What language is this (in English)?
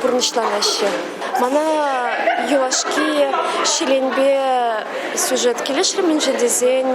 Chuvash